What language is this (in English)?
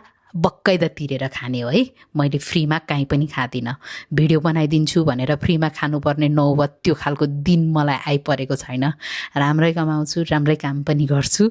Nepali